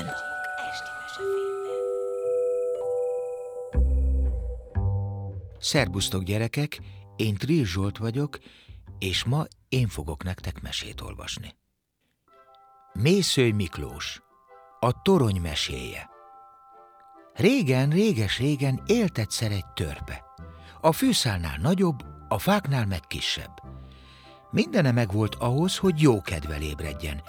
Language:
Hungarian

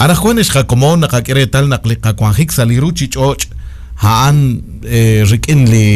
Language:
Kekchí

